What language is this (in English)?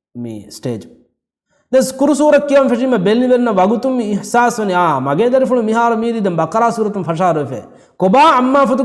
Divehi